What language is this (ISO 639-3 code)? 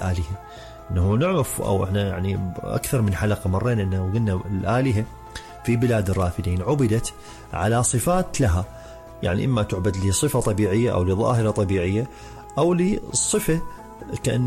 acm